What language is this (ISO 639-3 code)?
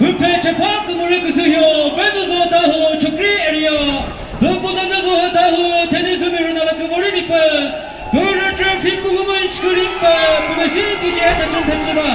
nri